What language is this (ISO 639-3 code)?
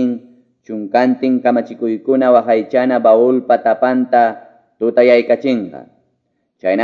que